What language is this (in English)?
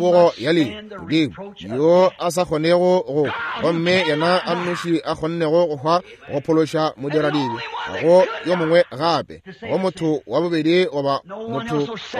Northern Sotho